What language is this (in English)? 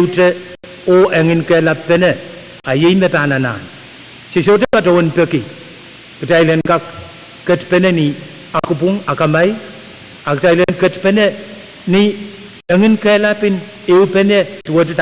Pohnpeian